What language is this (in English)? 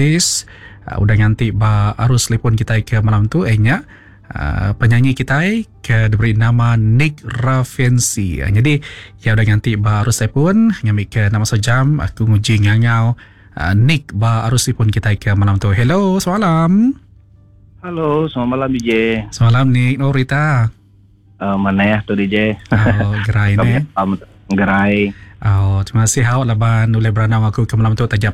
Iban